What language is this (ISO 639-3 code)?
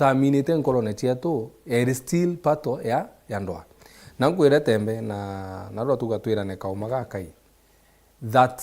mer